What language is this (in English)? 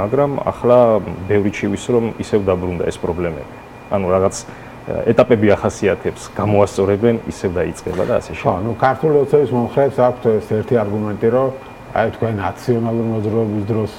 Georgian